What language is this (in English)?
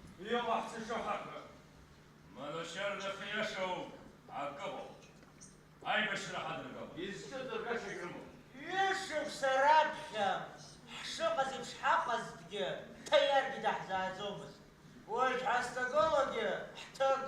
Abkhazian